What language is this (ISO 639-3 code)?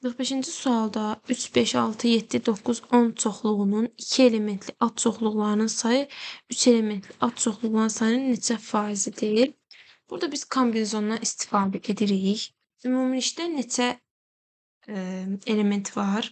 aze